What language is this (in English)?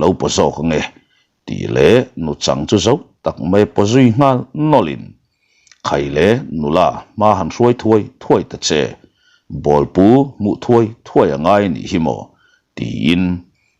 Mizo